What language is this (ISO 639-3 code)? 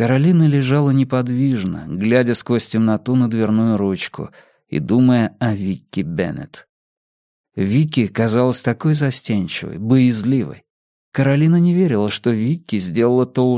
rus